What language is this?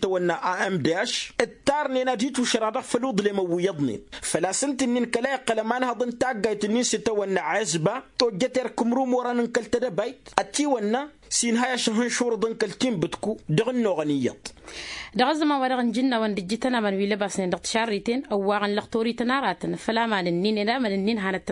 Tamasheq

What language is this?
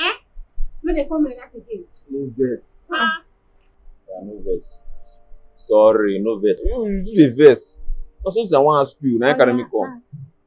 Nigerian Pidgin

